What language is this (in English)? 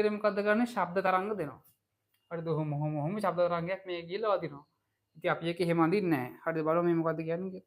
Sinhala